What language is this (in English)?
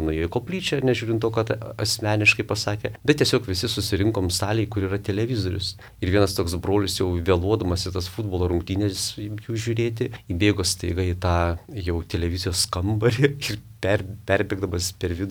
Lithuanian